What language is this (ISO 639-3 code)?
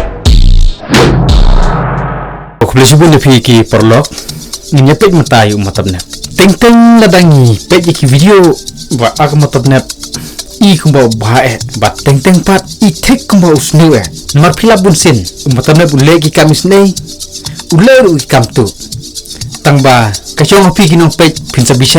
kha